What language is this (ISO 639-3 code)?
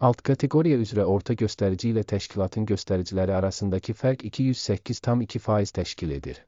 aze